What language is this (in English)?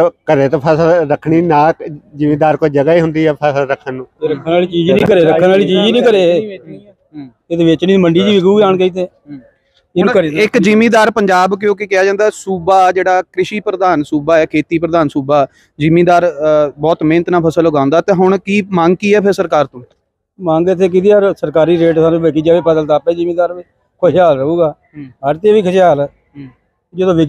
Punjabi